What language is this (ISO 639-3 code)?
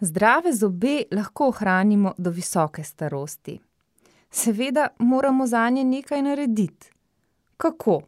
slv